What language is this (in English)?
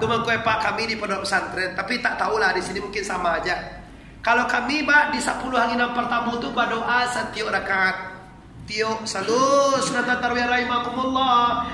Minangkabau